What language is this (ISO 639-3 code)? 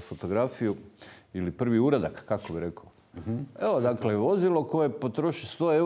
hrv